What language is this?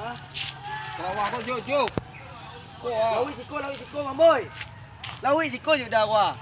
Minangkabau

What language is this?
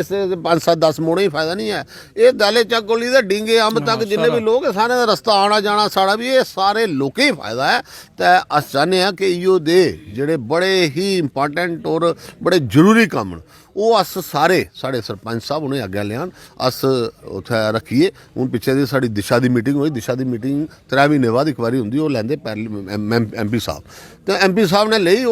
Dogri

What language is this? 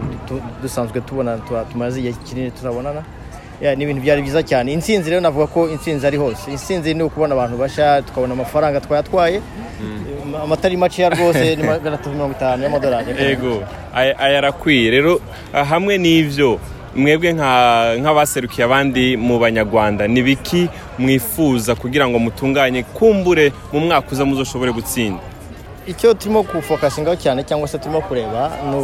Rundi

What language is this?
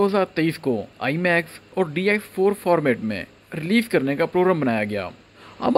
Hindi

